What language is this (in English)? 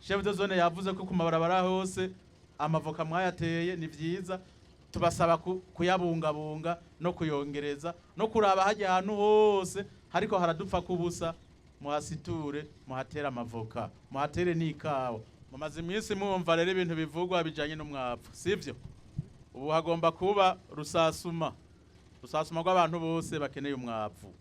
Rundi